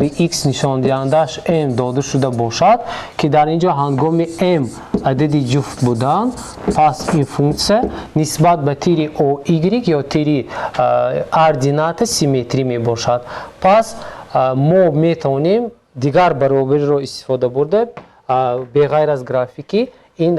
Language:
Tajik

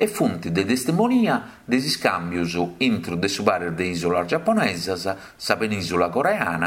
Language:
Sardinian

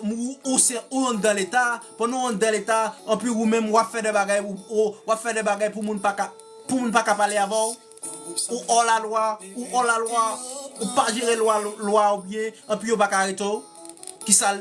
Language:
Haitian Creole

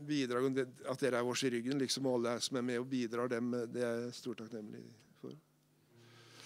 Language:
Norwegian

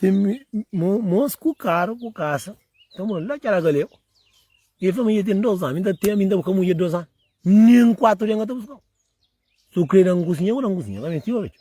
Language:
Kabuverdianu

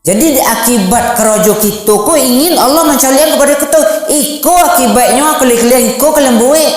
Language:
Minangkabau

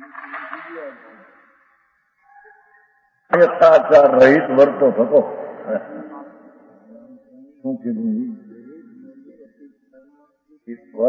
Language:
Gujarati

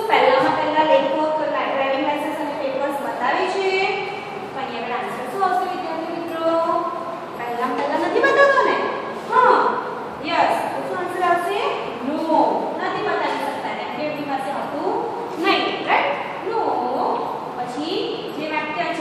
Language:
Gujarati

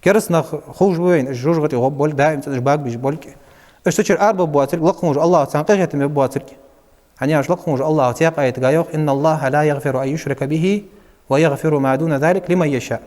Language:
Ingush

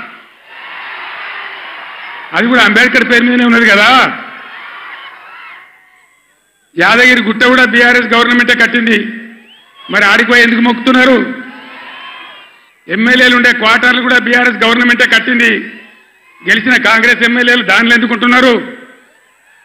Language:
Telugu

